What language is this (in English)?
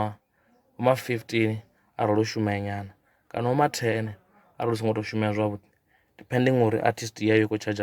Venda